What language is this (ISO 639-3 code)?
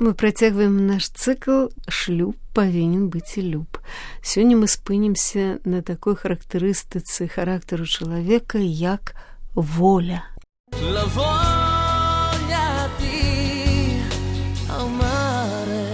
bel